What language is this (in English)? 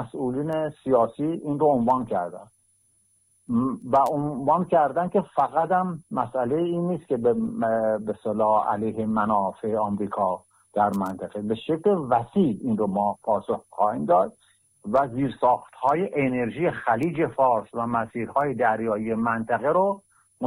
Persian